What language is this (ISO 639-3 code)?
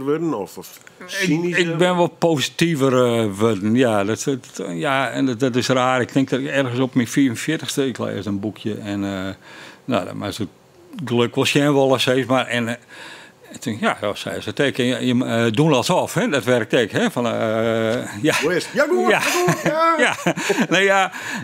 fry